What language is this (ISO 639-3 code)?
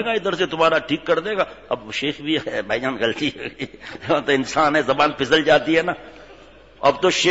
urd